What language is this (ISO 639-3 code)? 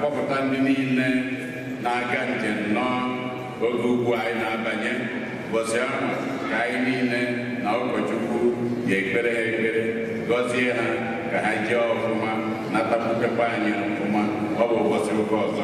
ibo